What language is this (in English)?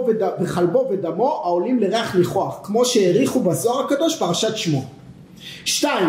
Hebrew